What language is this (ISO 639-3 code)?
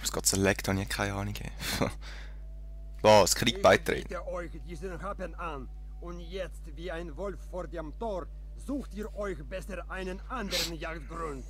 gsw